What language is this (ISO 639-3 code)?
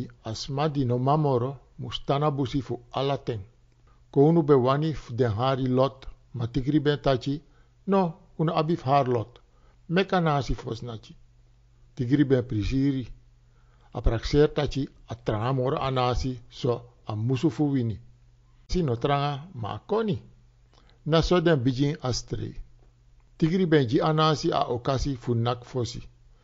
srn